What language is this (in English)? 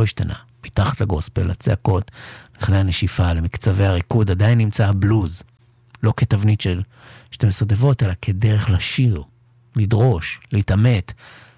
Hebrew